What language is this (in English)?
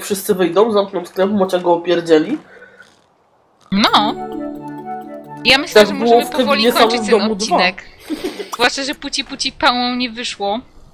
Polish